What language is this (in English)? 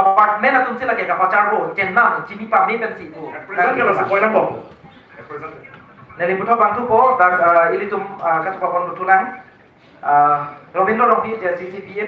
Karbi